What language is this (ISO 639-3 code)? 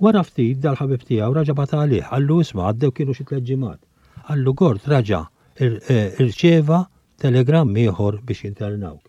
mlt